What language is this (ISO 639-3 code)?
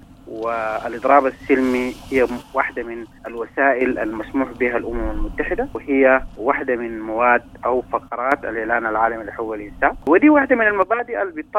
apd